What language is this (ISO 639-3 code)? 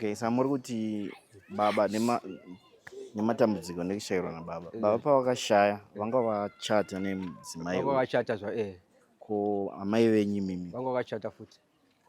sna